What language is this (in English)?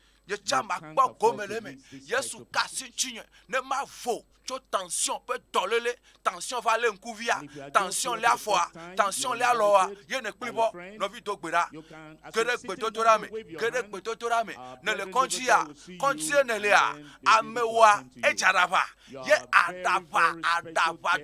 Ewe